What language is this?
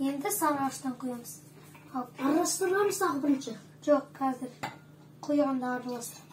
Kazakh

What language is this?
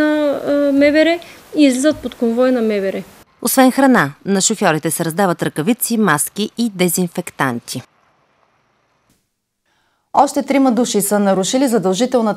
Bulgarian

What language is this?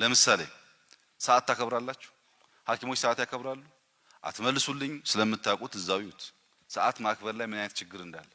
Amharic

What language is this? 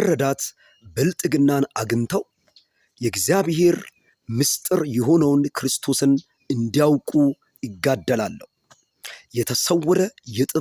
Amharic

